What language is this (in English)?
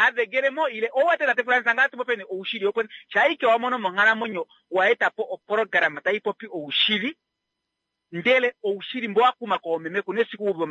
Kuanyama